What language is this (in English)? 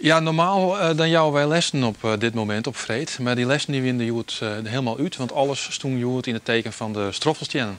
Western Frisian